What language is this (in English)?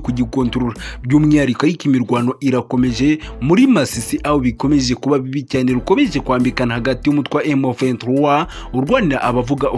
Kinyarwanda